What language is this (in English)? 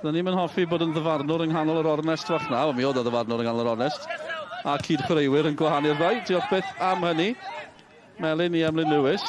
Welsh